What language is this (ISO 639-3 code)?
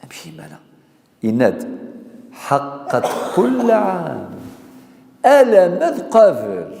kab